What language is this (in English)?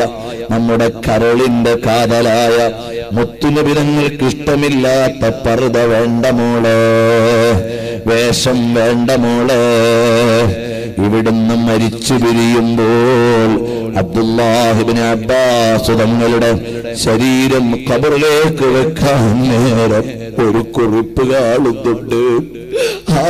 Malayalam